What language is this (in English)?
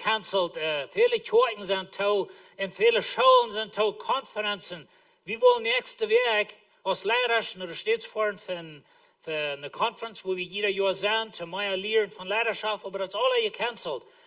Plautdietsch